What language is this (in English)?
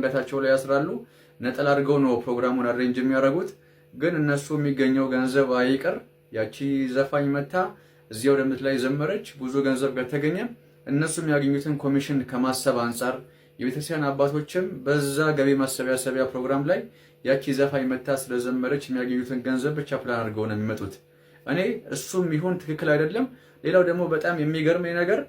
Amharic